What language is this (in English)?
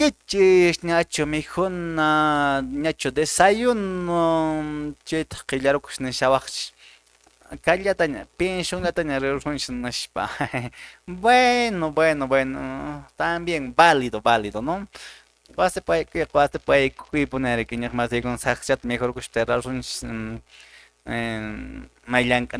Quechua